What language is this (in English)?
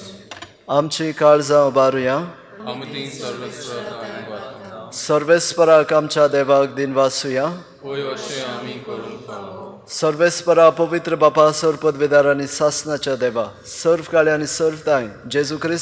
Konkani